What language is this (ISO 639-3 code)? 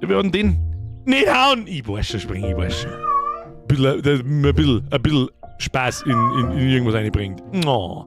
bar